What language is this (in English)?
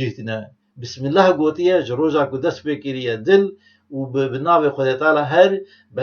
Kurdish